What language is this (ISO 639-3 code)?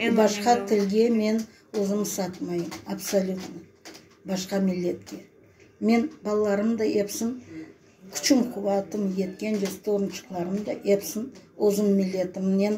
crh